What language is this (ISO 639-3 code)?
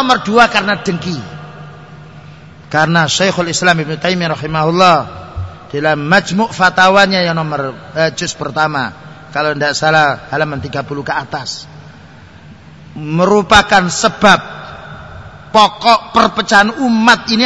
ind